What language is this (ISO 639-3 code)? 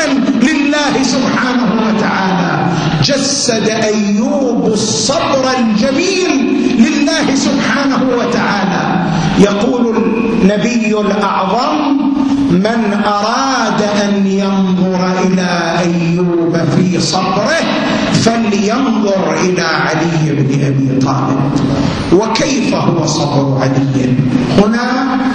ara